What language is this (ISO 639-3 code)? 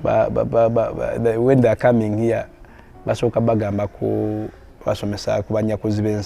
lug